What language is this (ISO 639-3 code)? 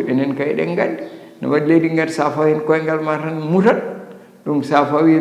ful